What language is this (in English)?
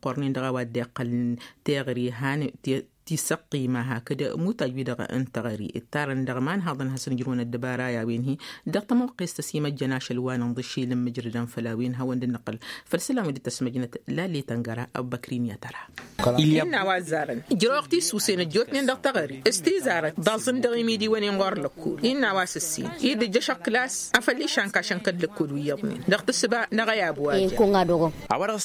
Tamasheq